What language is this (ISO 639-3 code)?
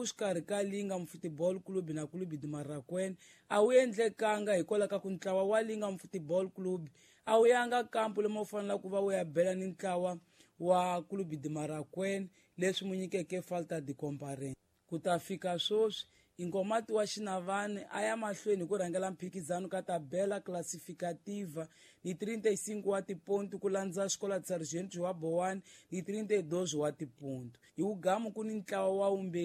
tso